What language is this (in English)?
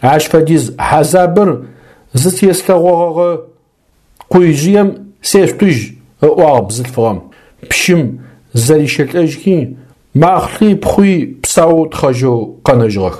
Adyghe